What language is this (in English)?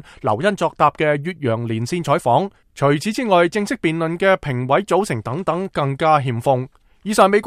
Cantonese